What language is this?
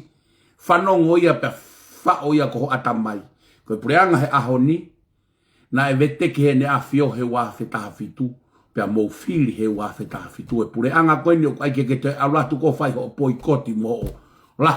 Tongan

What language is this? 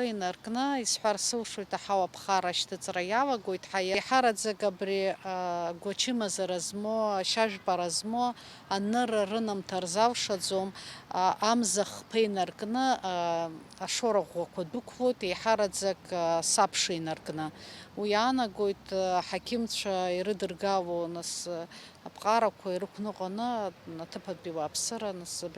Abkhazian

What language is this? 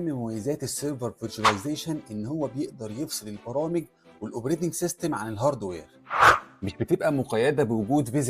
Egyptian Arabic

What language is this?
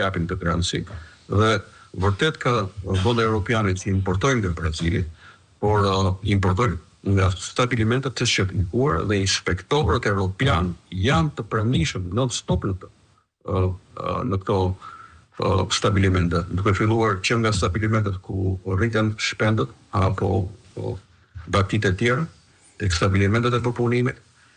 Albanian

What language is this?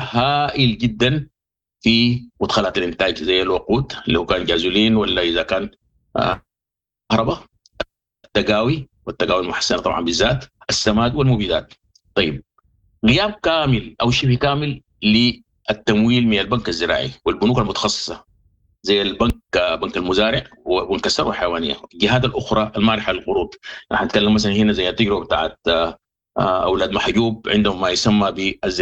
Sudanese Arabic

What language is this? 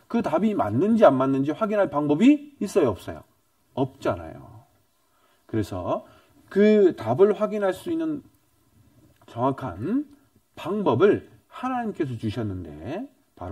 Korean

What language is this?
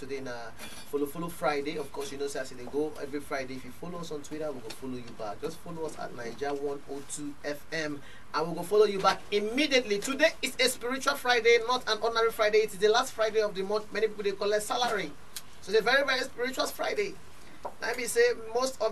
Nigerian Pidgin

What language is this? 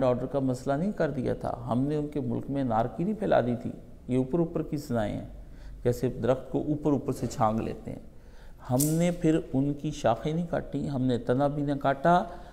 Urdu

